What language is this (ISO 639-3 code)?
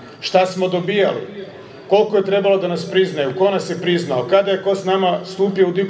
hrv